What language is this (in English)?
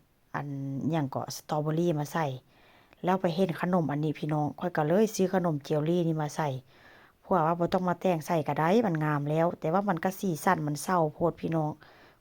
Northeastern Thai